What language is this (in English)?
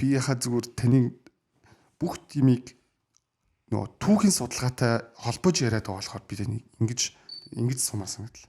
Mongolian